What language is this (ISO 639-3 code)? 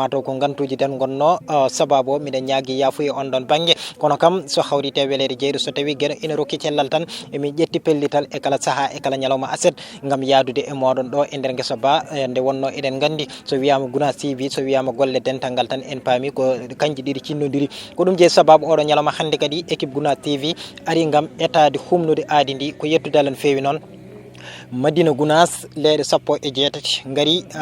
ful